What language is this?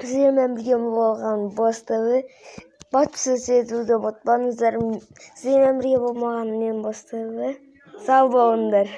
Kazakh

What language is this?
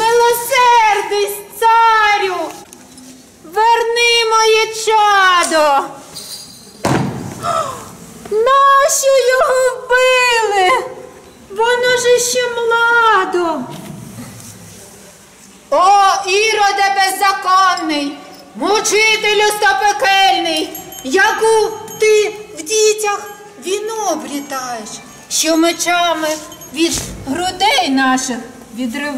Ukrainian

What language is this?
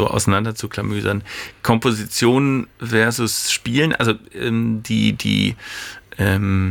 German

